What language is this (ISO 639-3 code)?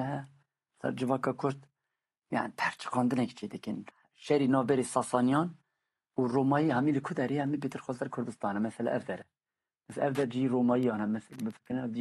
kur